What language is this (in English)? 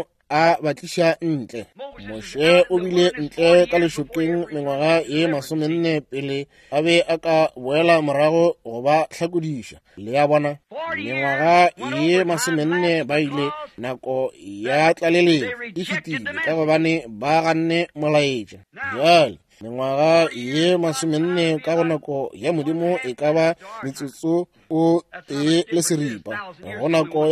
Northern Sotho